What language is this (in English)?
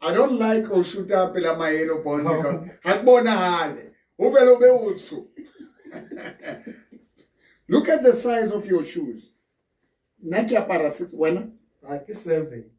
Southern Sotho